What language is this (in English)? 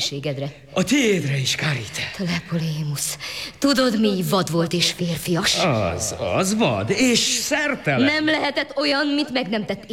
Hungarian